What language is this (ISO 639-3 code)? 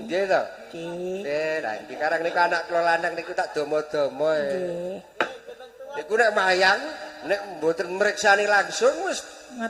jav